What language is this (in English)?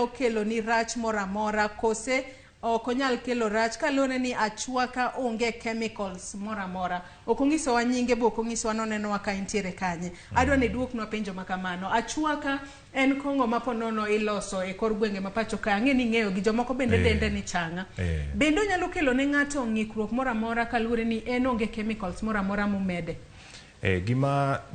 Luo (Kenya and Tanzania)